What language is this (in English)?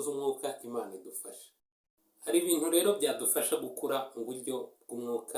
Kinyarwanda